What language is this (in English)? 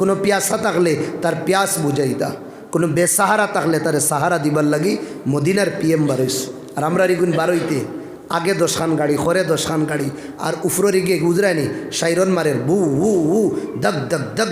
Sylheti